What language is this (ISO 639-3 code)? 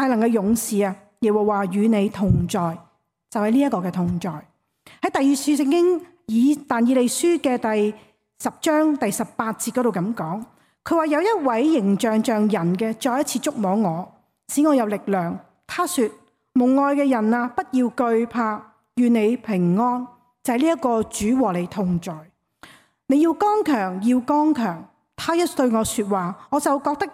yue